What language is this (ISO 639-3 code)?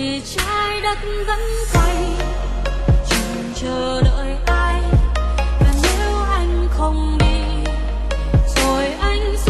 vie